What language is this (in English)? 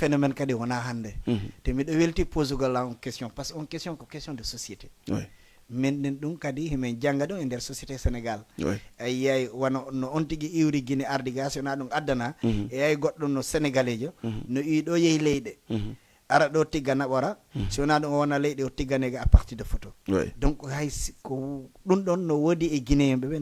Fula